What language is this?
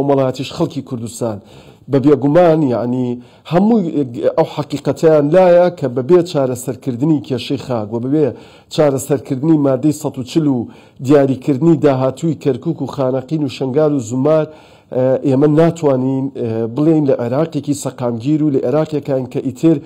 Central Kurdish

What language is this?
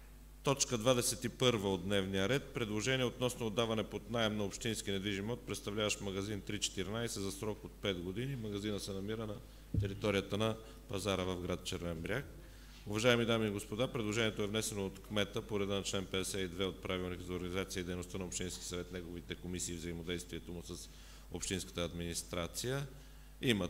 Bulgarian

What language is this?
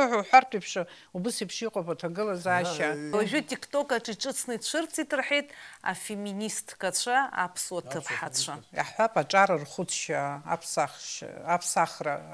Abkhazian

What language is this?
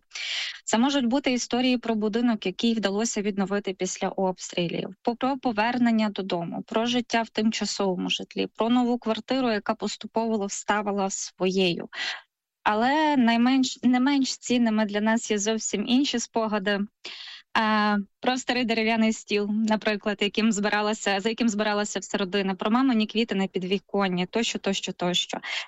Ukrainian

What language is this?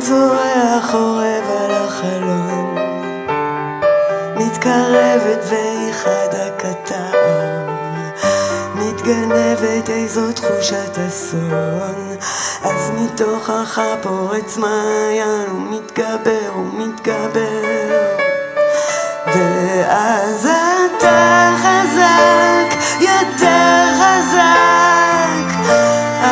Hebrew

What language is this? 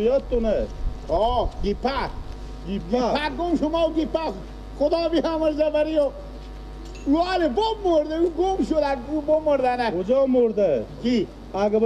Persian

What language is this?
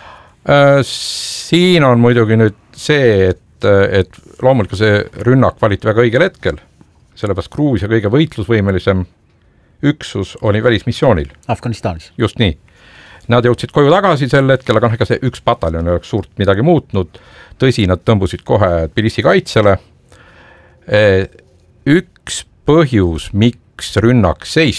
Estonian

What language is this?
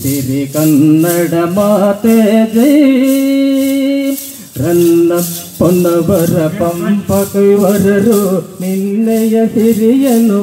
Kannada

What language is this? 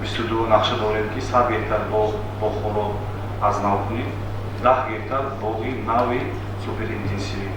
Tajik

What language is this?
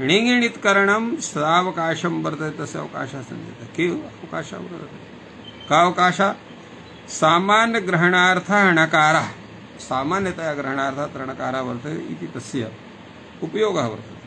Sanskrit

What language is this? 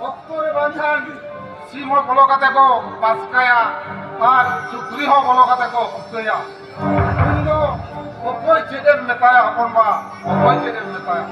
Santali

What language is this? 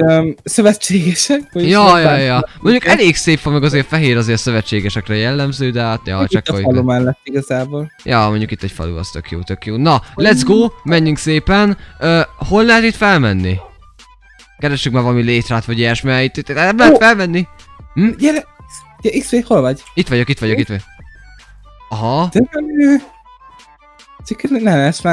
Hungarian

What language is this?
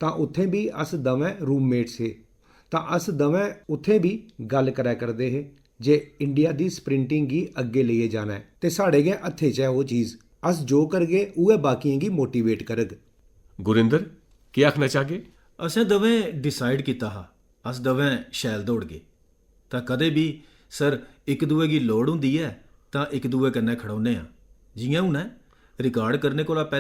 Dogri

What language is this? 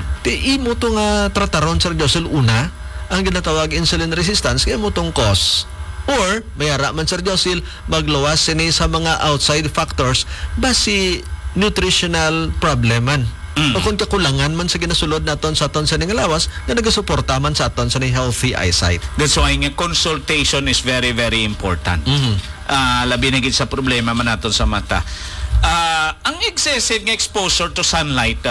Hiligaynon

